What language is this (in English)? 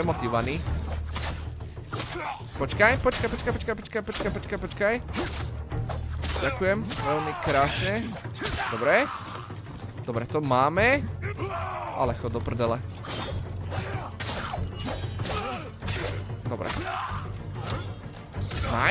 Slovak